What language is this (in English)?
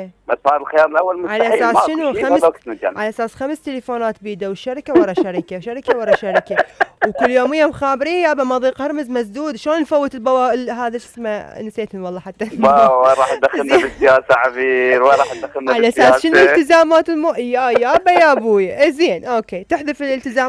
Mesopotamian Arabic